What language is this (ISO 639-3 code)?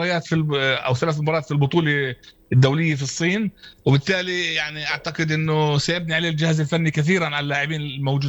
apc